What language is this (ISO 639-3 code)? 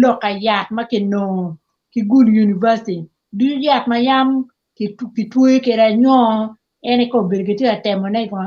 ach